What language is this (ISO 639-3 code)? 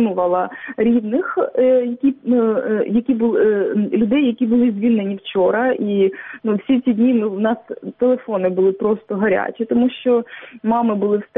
ukr